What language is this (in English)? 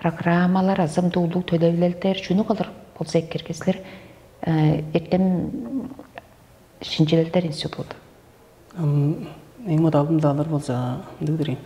Tuvinian